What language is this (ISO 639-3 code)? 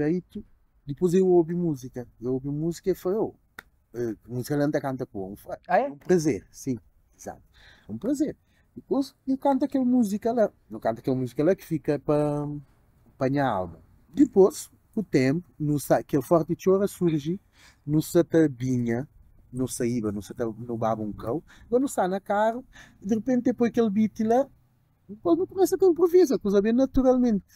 kea